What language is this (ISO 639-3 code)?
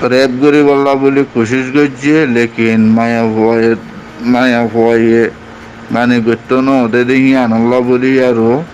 rhg